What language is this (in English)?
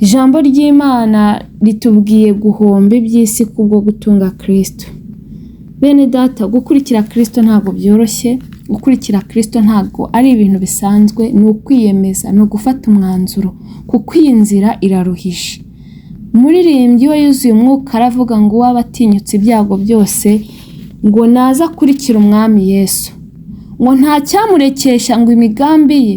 Kinyarwanda